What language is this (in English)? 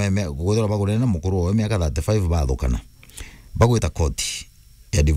Meru